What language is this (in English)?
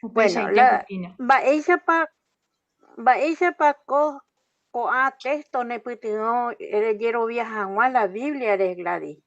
Guarani